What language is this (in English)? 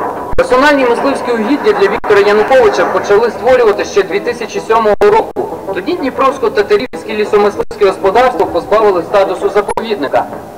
Ukrainian